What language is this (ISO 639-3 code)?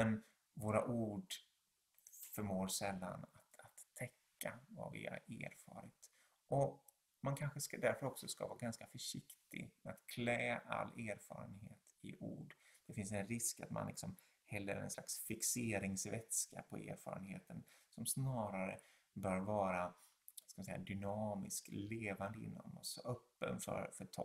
swe